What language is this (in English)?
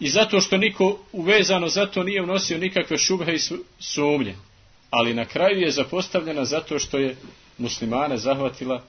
Bosnian